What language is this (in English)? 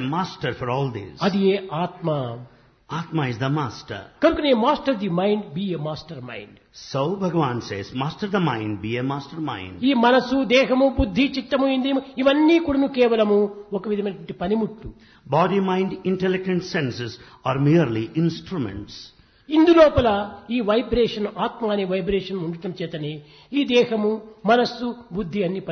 Telugu